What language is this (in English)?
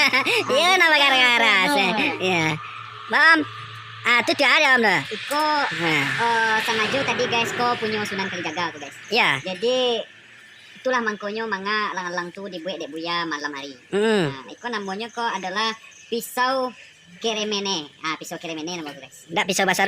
Minangkabau